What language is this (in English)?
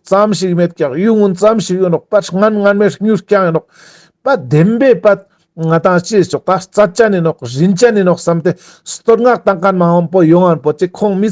Ladakhi